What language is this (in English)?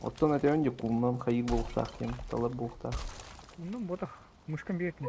Yakut